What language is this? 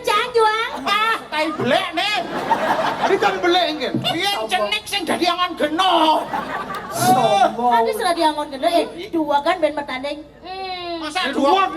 Balinese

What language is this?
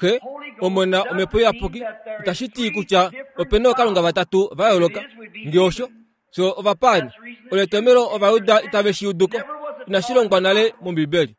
Kuanyama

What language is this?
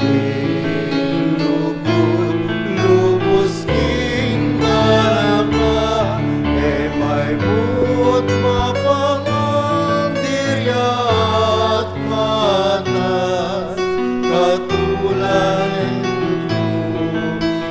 Pampanga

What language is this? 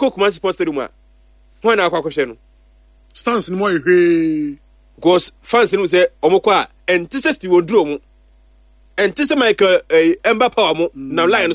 Akan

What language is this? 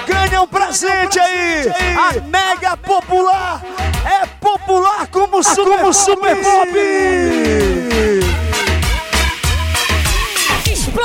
Portuguese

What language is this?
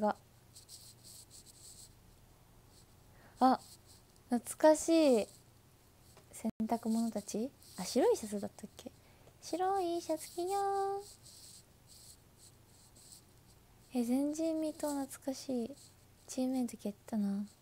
Japanese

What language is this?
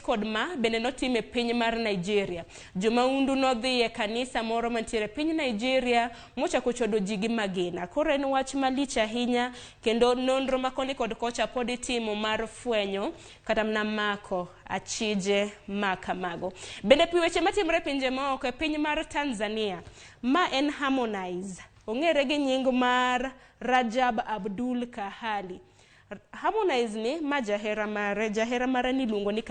Luo (Kenya and Tanzania)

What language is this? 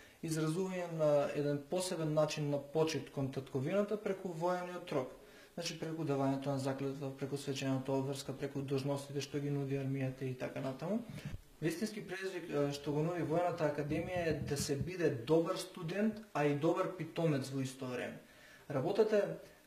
Macedonian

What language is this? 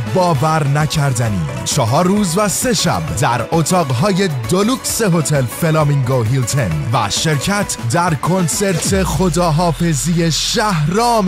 Persian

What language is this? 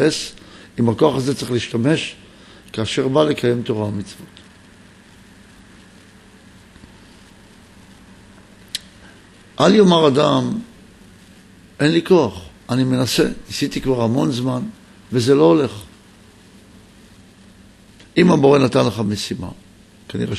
Hebrew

